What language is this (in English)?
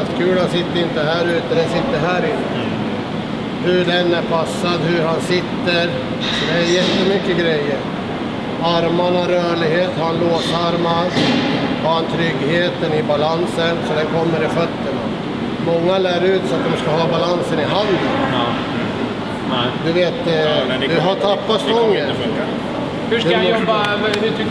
Swedish